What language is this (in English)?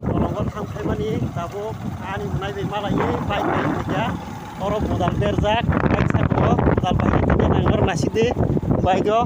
Kok Borok